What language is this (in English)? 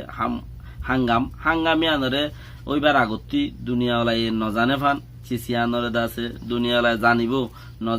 Rohingya